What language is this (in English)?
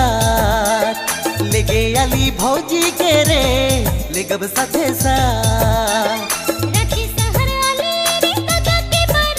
Sadri